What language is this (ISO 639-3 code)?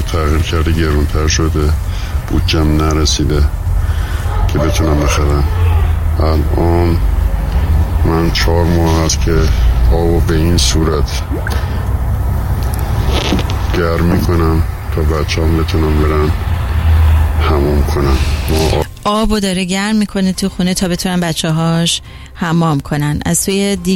fas